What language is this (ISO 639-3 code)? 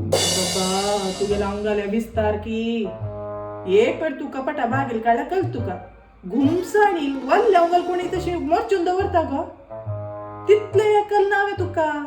kok